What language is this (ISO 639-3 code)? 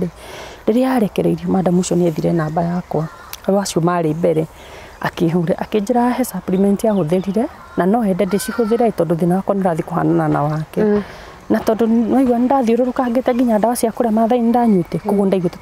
kik